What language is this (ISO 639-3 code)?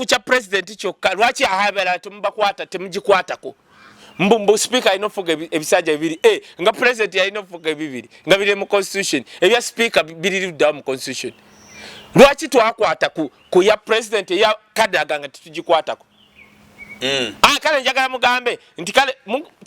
lug